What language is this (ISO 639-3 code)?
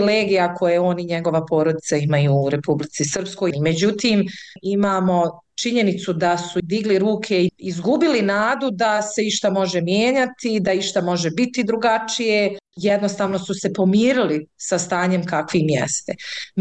bos